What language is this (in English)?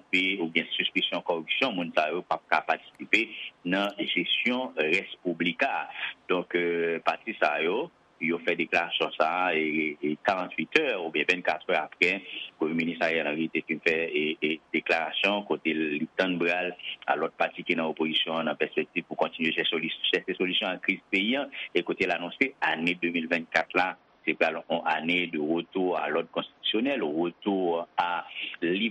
Haitian Creole